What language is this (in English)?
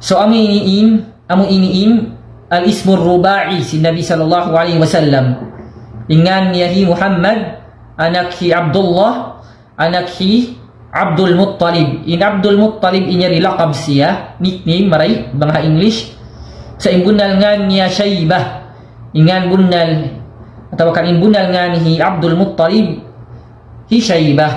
Tausug